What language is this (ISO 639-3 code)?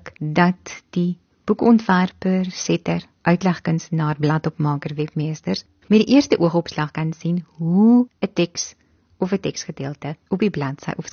afr